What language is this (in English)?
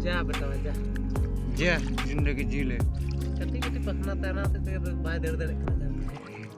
Santali